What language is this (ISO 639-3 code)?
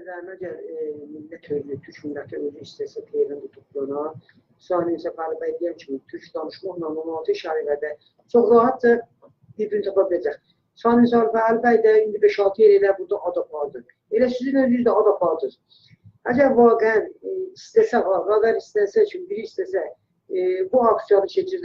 azb